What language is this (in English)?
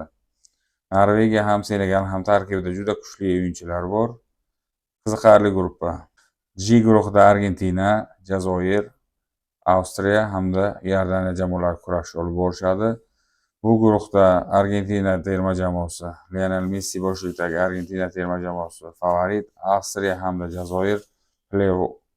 Uzbek